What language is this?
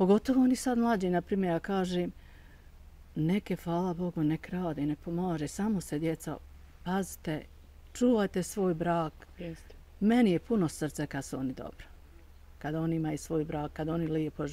Bosnian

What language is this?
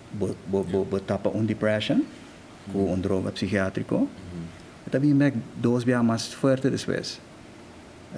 Papiamento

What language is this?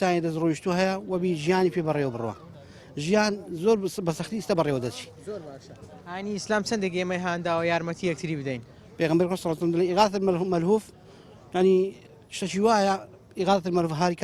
Central Kurdish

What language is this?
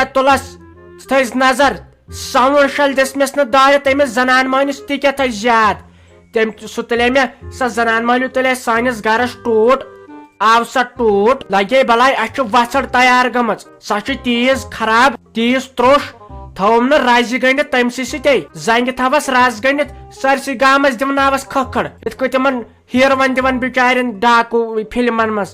Kashmiri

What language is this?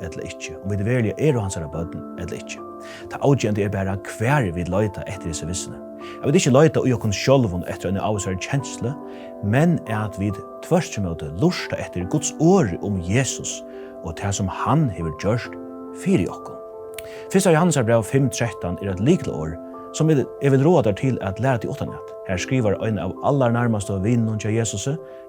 Faroese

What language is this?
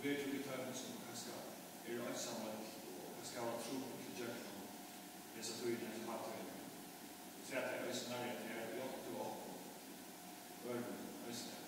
Faroese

